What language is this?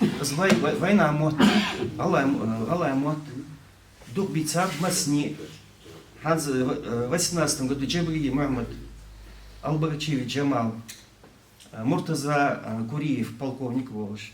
Ingush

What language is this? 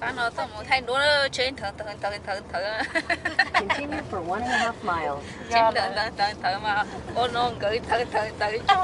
Hmong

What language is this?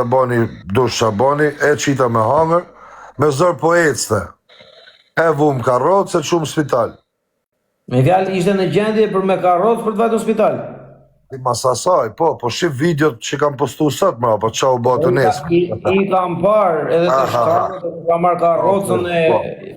Albanian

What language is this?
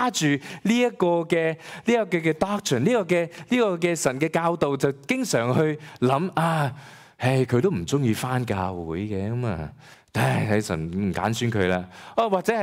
Cantonese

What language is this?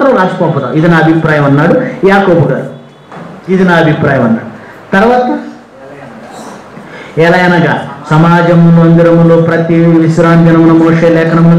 Telugu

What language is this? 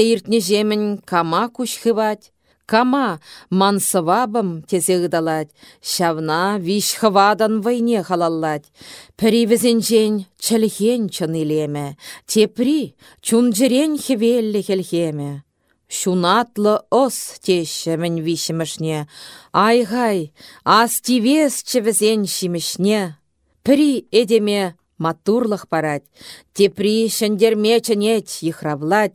Chuvash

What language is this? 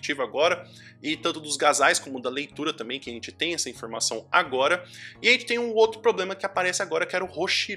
Portuguese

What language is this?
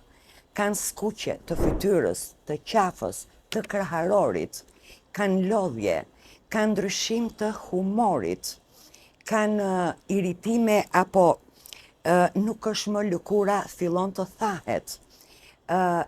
Albanian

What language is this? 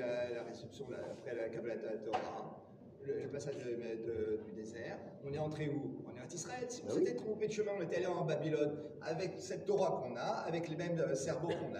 French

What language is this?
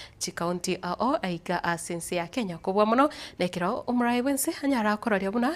Gusii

